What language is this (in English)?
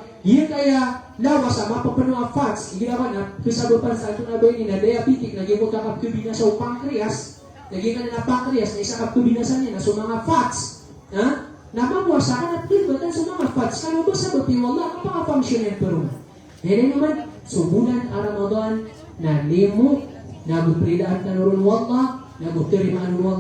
Maranao